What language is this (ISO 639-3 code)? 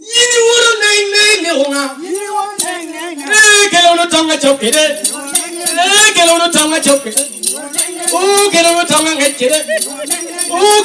laj